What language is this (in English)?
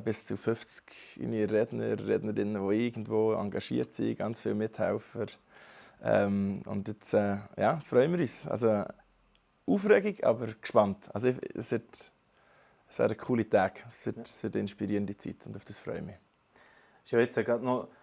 Swiss German